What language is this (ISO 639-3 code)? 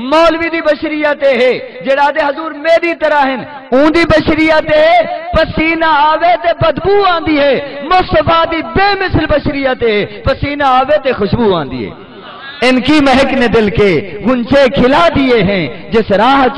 skr